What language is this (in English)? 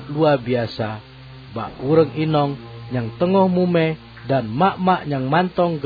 Achinese